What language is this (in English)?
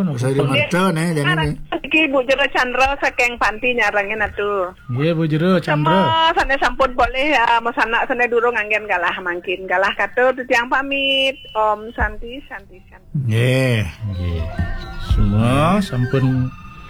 Balinese